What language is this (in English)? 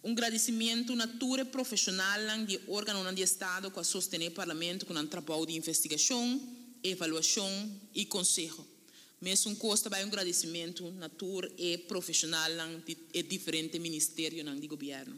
Papiamento